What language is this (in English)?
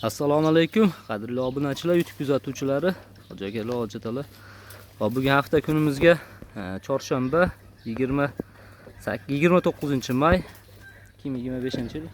Uzbek